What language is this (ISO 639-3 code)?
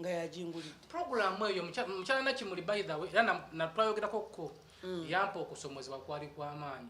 lug